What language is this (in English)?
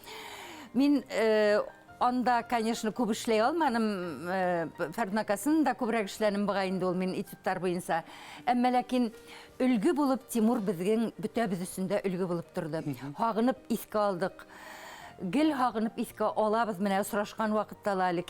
Bashkir